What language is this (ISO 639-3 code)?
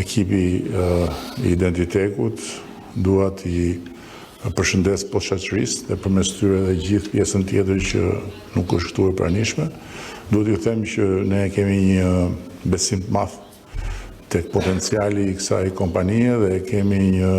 sqi